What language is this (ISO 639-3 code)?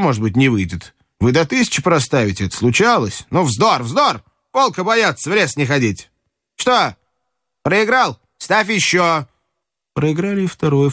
rus